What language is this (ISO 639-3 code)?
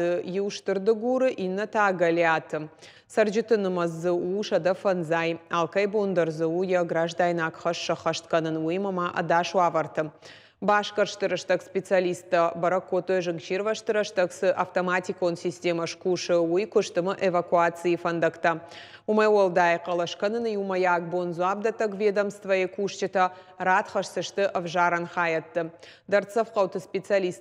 oss